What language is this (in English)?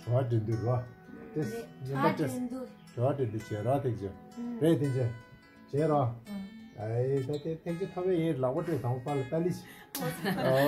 Tibetan